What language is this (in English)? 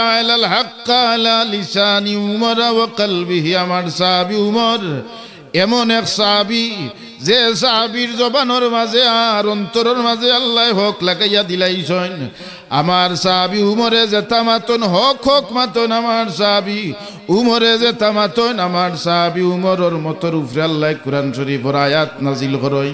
Sylheti